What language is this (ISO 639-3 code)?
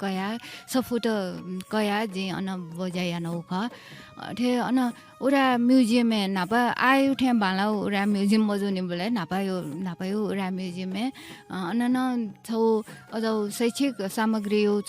new